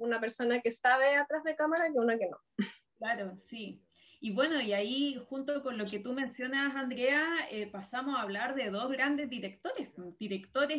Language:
Spanish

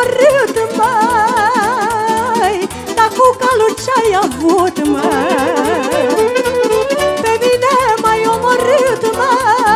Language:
Romanian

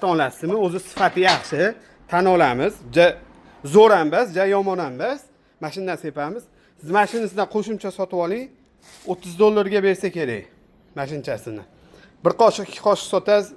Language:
Uzbek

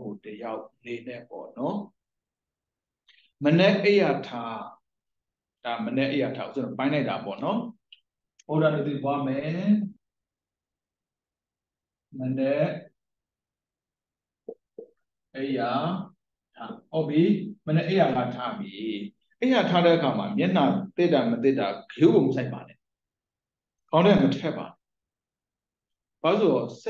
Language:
Burmese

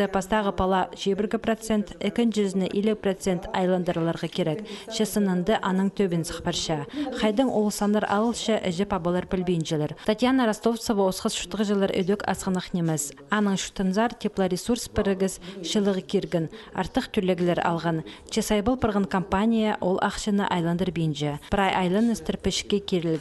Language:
Khakas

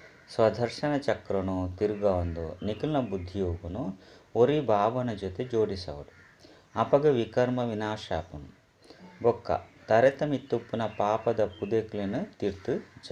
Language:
Tulu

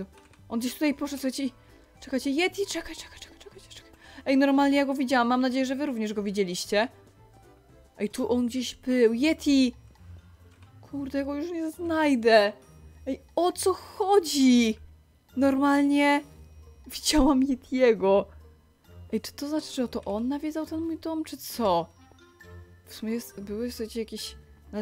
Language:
Polish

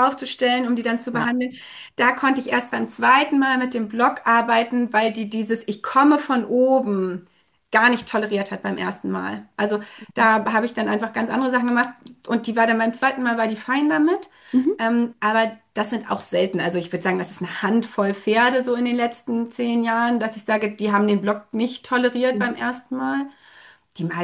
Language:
German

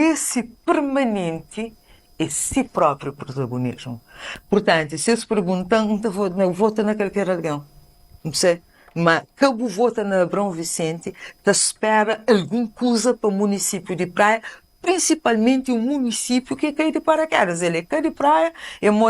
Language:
Kabuverdianu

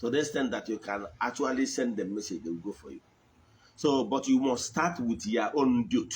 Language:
Igbo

